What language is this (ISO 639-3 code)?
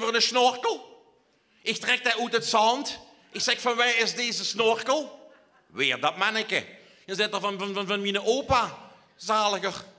lim